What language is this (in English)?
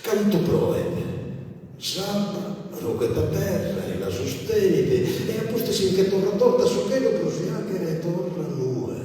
Sardinian